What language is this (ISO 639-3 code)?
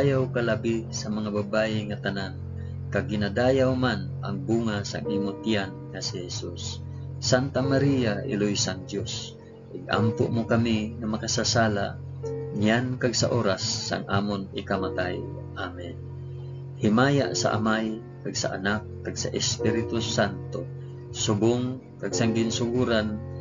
hil